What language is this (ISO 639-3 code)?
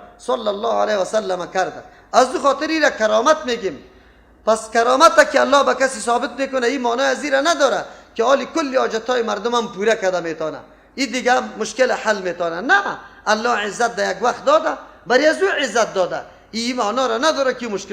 fas